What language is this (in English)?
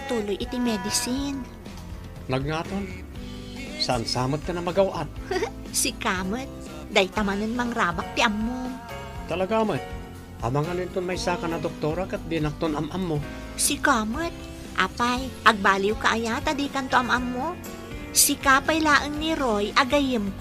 Iloko